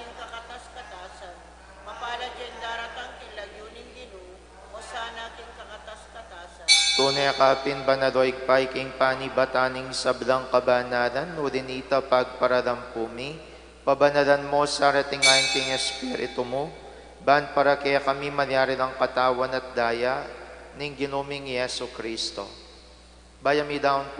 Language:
Pampanga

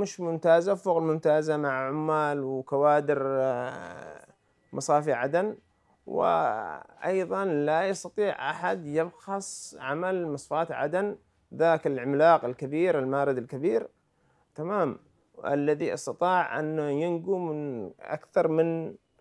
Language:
Arabic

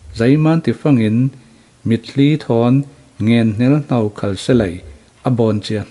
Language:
Falam Chin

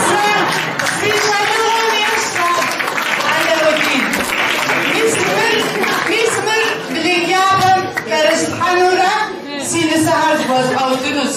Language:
Kabardian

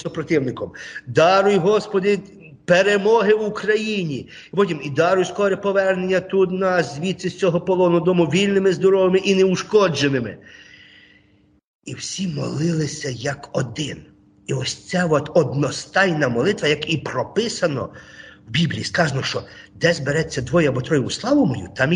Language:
Ukrainian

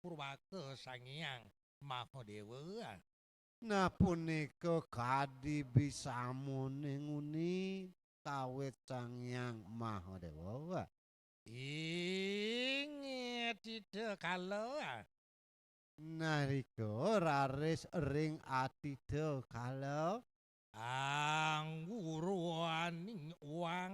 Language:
Balinese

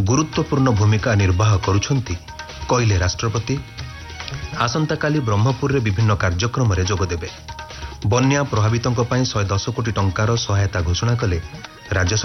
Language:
Odia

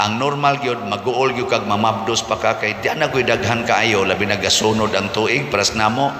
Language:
Cebuano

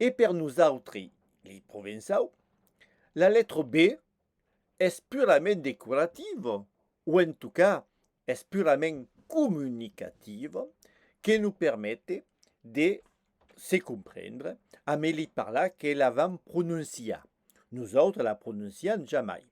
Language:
Occitan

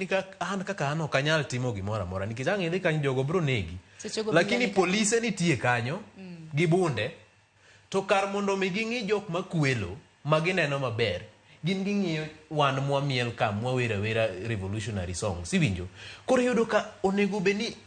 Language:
Luo (Kenya and Tanzania)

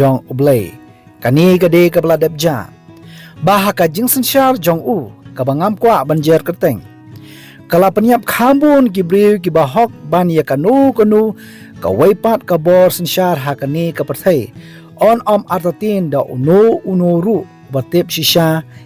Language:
Khasi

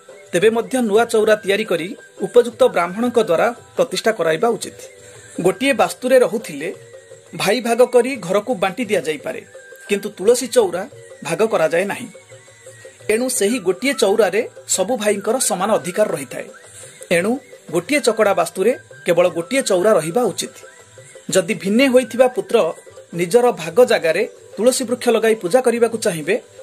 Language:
Odia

